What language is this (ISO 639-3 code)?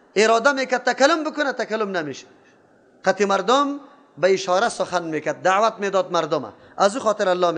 fas